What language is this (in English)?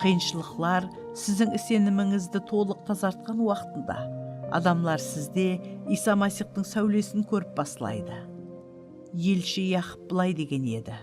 Kara-Kalpak